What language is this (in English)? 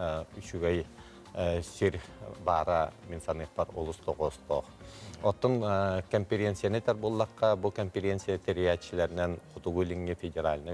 Yakut